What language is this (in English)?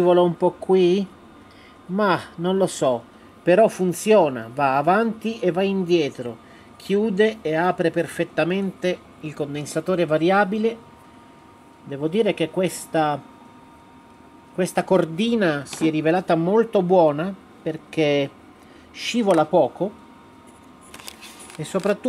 Italian